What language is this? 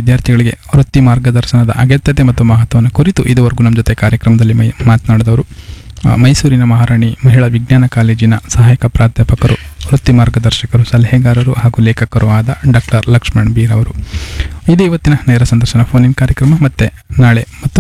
Kannada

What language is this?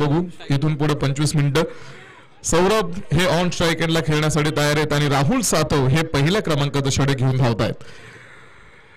Marathi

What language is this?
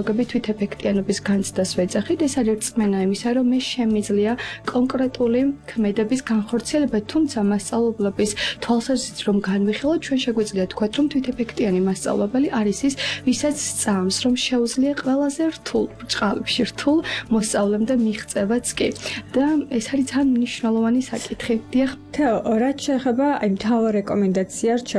Georgian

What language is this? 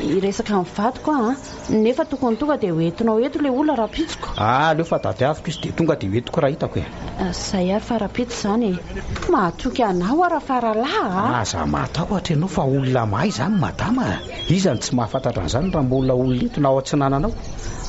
Malagasy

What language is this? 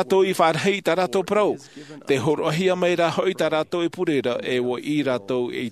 Tahitian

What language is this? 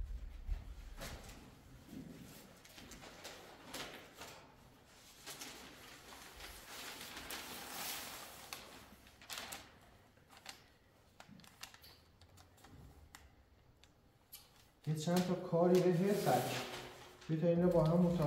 Persian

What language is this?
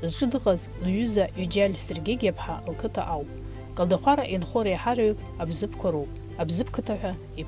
Abkhazian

